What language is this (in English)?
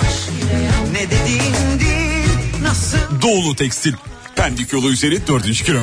Turkish